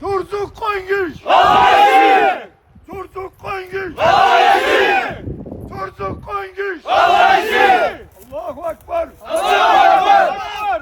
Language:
Ingush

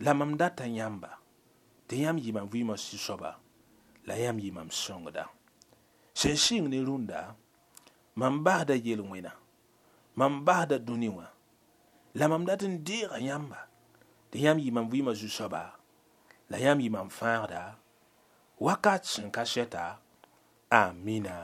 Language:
Mossi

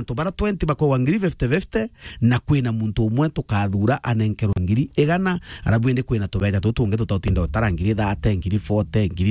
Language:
Meru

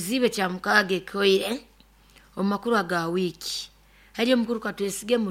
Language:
Nyoro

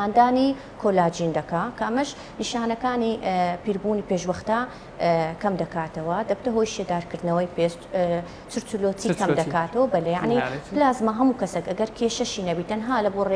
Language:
Central Kurdish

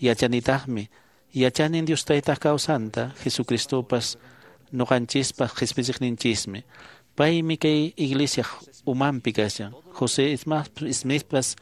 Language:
Quechua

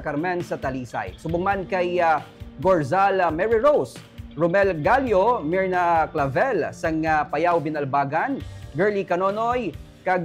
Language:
Hiligaynon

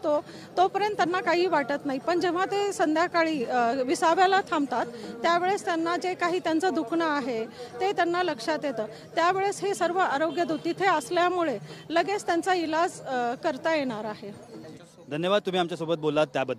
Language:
Marathi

